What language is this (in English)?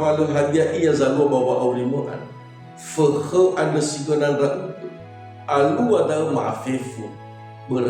Nias